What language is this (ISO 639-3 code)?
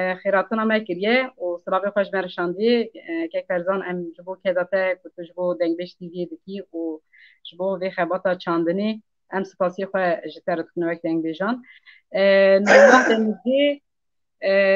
kur